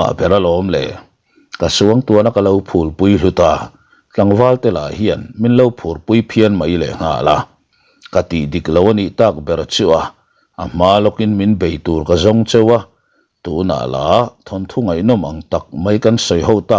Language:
Mizo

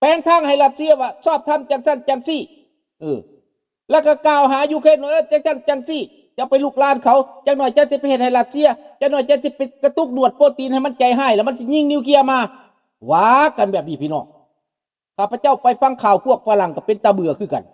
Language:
Lao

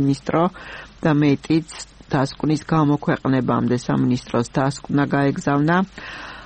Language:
Georgian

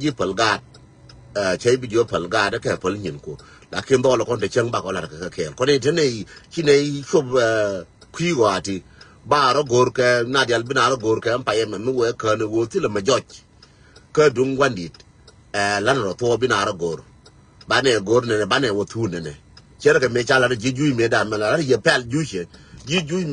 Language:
Nuer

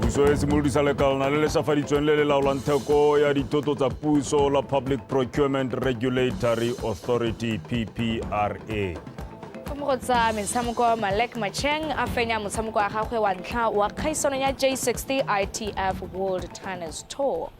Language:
Tswana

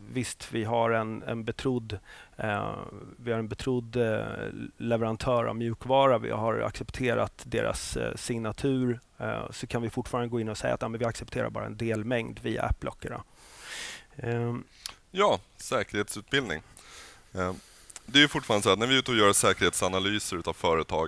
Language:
Swedish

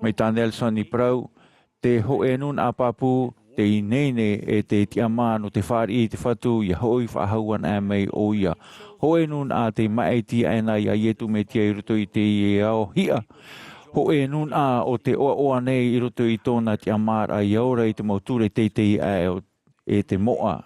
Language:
Tahitian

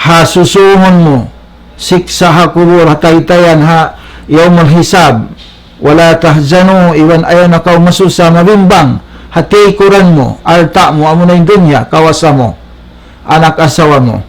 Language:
Tausug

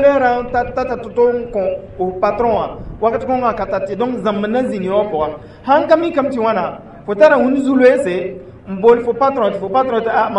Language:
Mossi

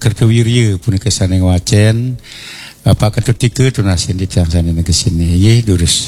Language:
Balinese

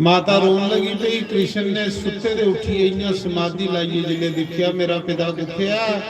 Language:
Dogri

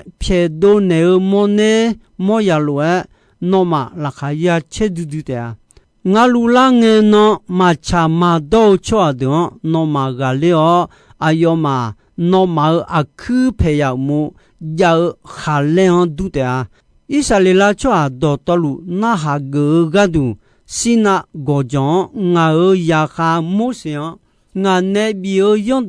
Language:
Akha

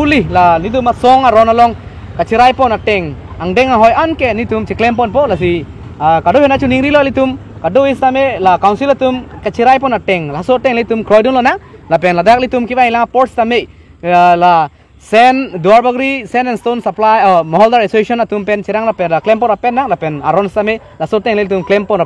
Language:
Karbi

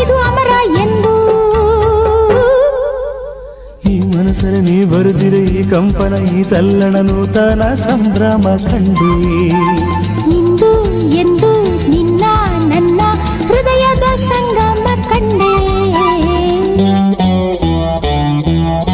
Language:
Kannada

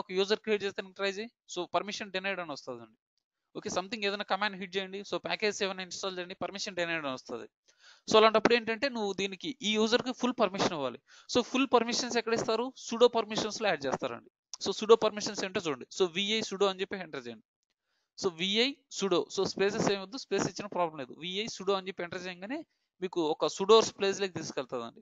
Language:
Telugu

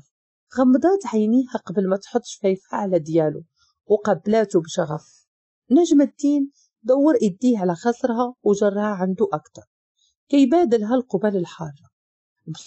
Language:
Moroccan Arabic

